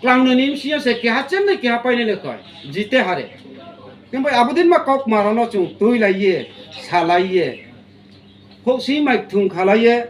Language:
Riang (India)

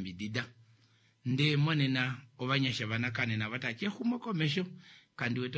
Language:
Kuanyama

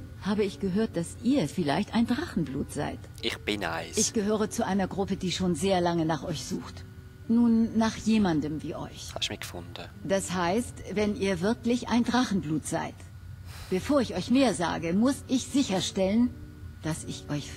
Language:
Swiss German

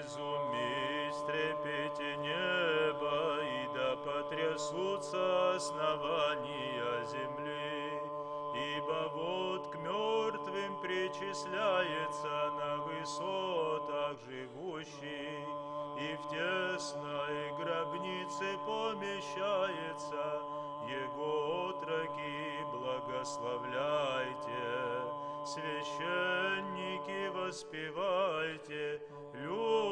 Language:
Abkhazian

